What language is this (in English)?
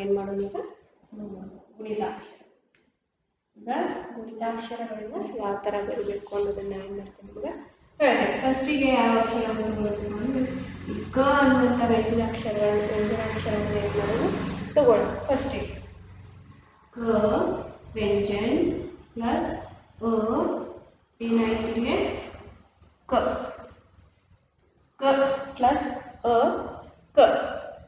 Kannada